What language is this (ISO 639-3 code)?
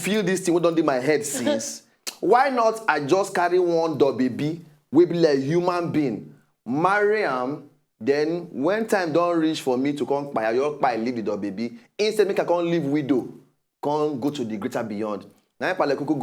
pcm